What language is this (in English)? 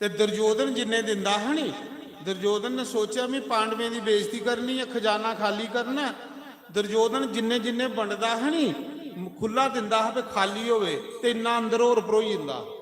Dogri